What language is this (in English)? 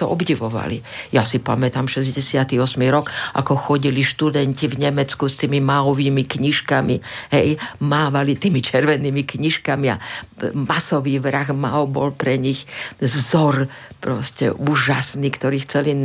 Slovak